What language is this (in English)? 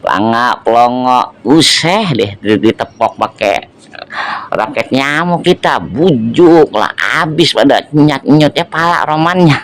Betawi